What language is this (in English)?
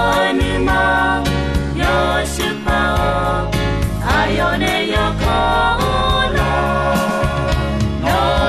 Akha